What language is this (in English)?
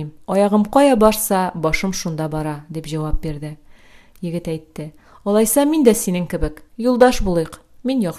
Tatar